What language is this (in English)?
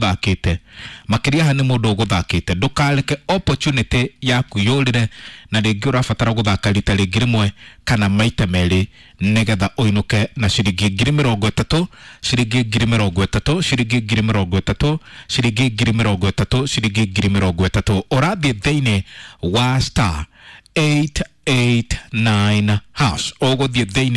Kikuyu